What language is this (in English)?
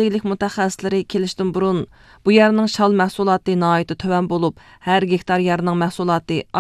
Uyghur